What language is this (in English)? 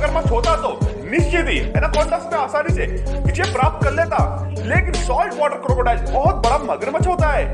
Hindi